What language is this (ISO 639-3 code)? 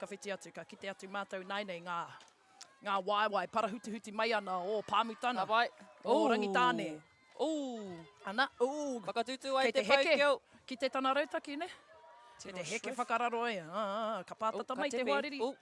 mri